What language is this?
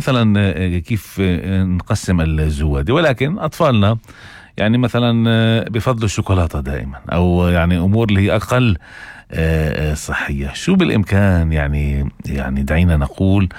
North Levantine Arabic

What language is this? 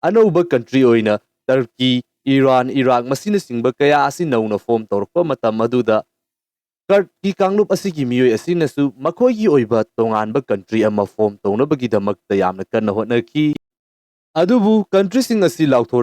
Manipuri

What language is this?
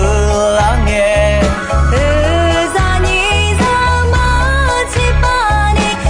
Akha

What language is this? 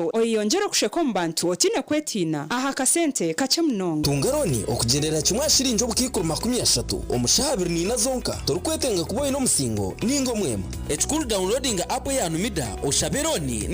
Nyankole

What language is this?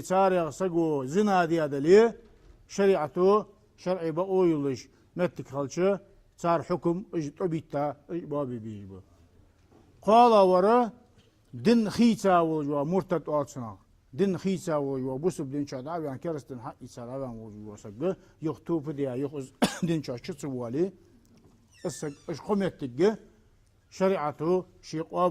Ingush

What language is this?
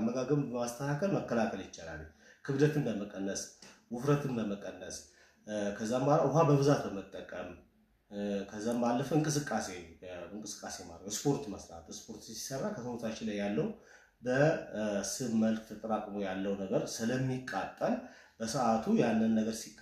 Amharic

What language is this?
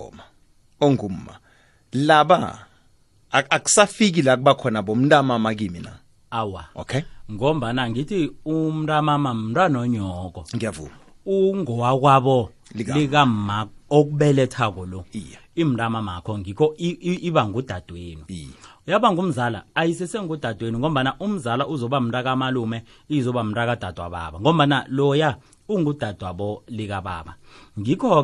South Ndebele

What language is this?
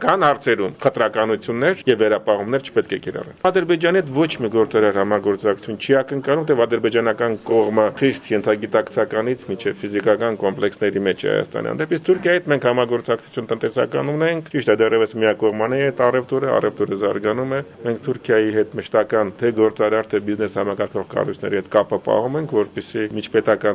Armenian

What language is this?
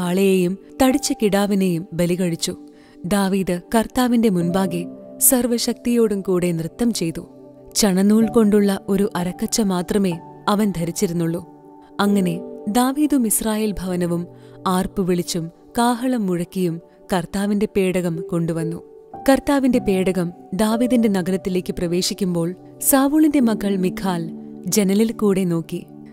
Malayalam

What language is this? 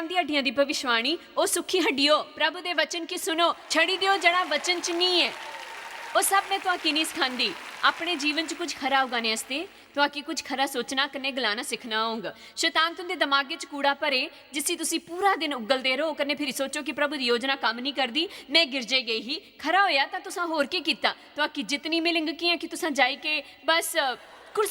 Dogri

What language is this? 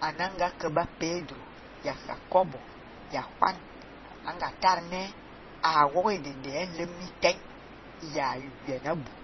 Fang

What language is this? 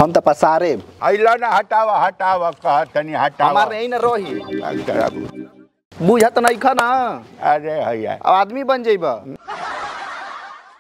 Bhojpuri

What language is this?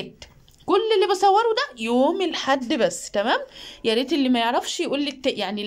Egyptian Arabic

